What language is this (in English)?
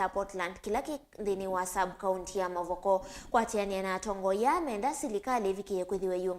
Kamba